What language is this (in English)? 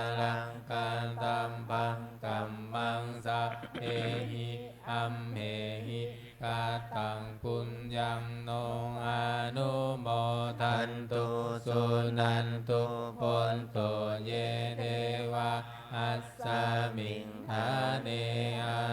Pali